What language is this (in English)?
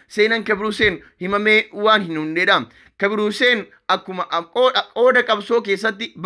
Oromo